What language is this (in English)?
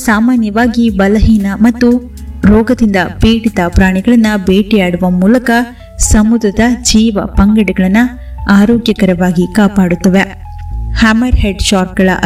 Kannada